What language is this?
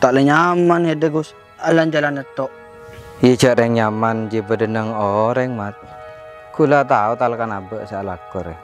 Madurese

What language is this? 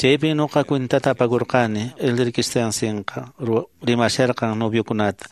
Quechua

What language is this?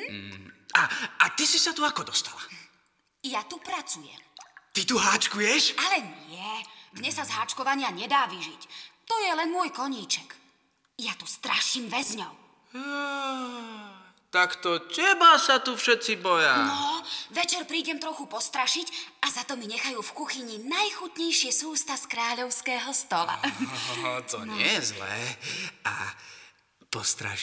Slovak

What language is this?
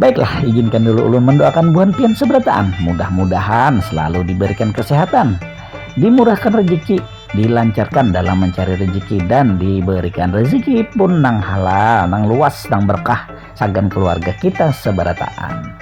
Banjar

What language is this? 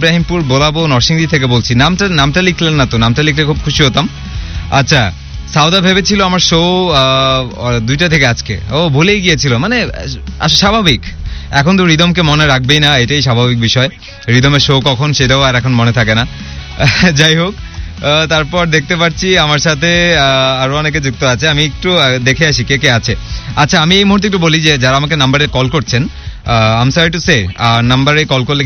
Bangla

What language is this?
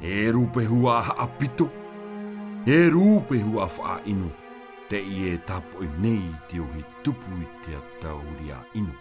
Tahitian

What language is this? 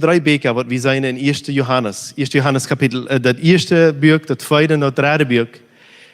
Plautdietsch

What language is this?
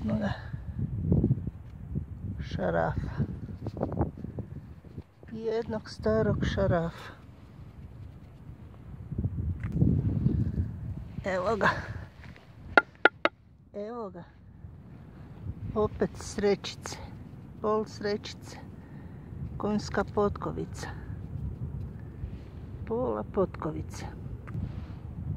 Croatian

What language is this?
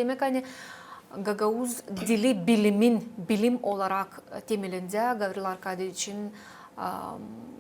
Gagauz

